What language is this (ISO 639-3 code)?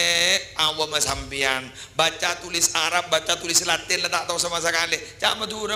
mad